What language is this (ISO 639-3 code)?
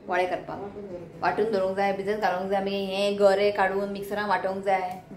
kok